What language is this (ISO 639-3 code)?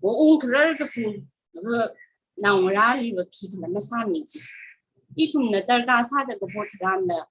nmf